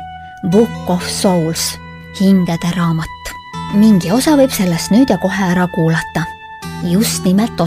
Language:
Estonian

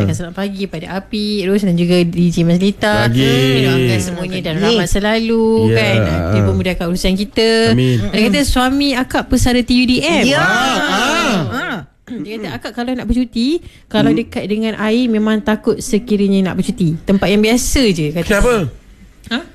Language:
Malay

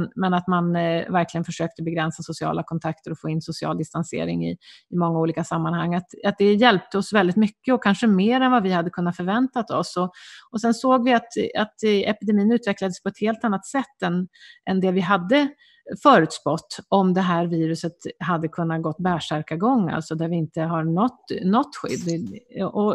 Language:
Swedish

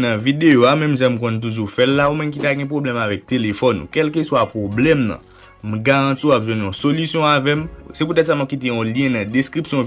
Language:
Haitian Creole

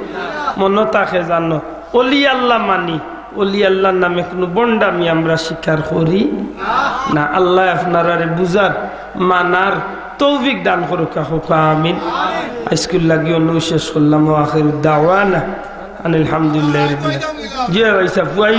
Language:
Sylheti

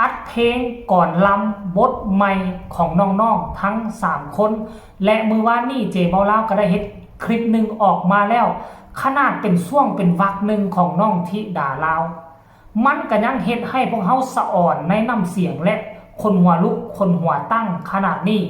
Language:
Northeastern Thai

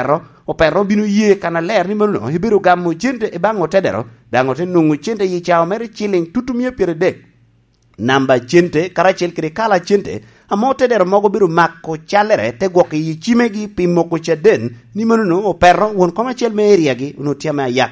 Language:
Lango (Uganda)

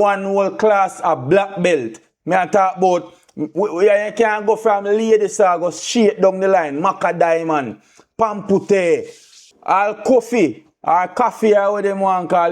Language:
Jamaican Creole English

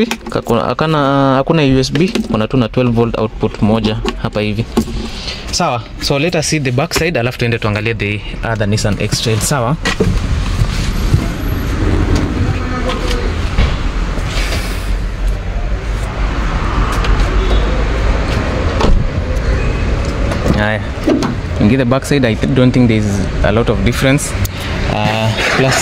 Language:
Swahili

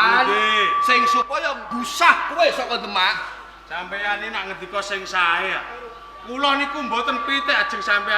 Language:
Javanese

